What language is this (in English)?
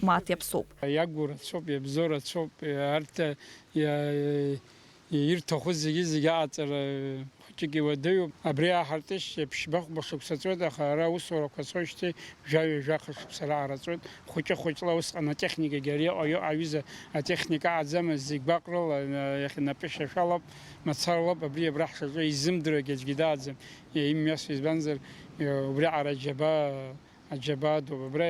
Abkhazian